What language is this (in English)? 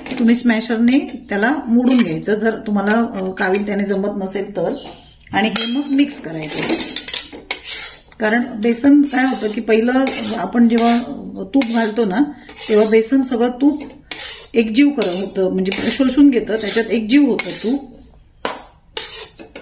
Marathi